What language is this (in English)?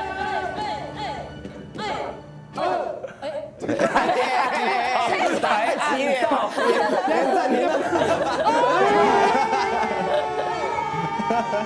Chinese